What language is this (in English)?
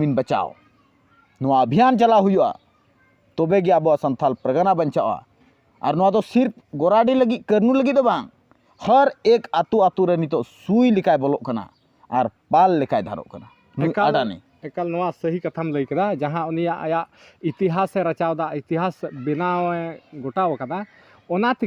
Santali